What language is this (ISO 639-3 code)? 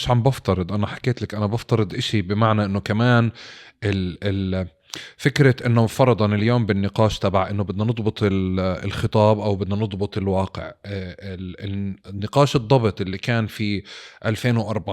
apc